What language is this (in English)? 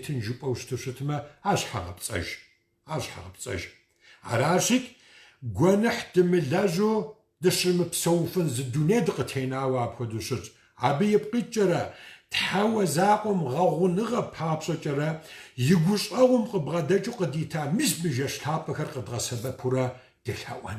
Kabardian